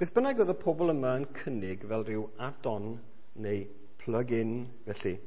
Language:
Welsh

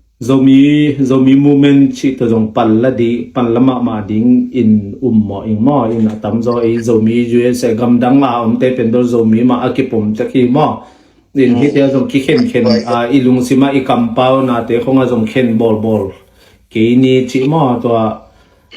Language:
Tedim Chin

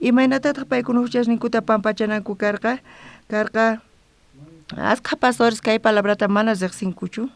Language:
South Bolivian Quechua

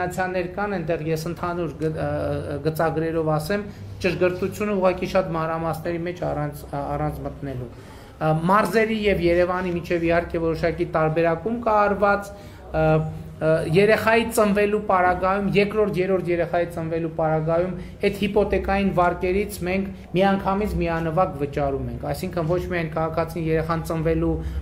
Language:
Armenian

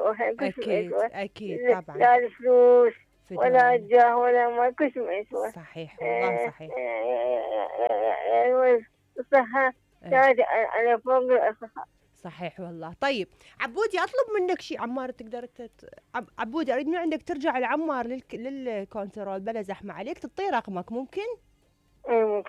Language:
Mesopotamian Arabic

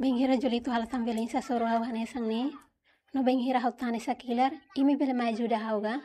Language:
Tetum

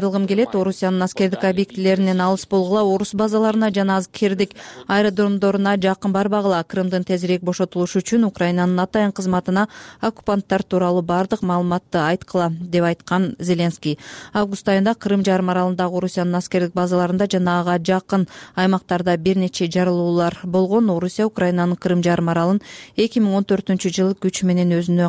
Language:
Kyrgyz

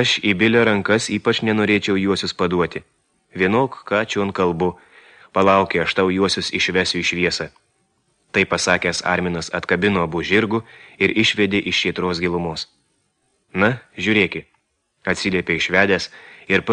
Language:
Lithuanian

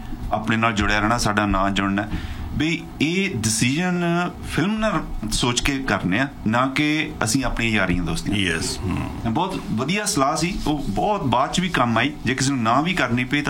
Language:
Punjabi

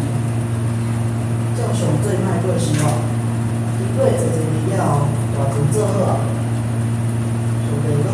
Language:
Min Nan Chinese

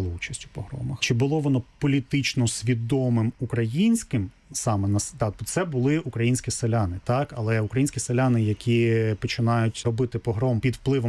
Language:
Ukrainian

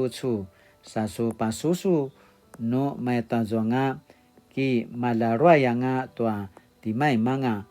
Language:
Paiwan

